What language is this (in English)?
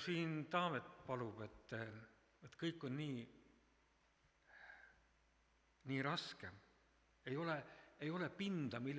Estonian